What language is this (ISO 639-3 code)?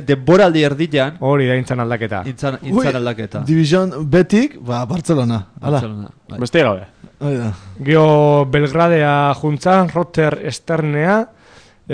eus